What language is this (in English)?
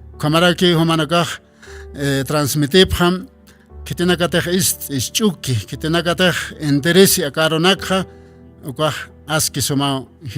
Aymara